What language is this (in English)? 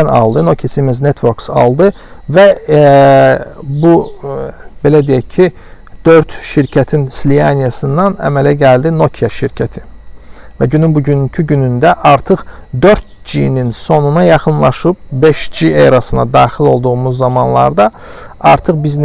Azerbaijani